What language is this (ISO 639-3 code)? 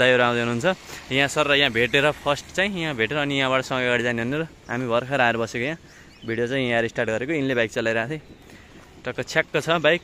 nep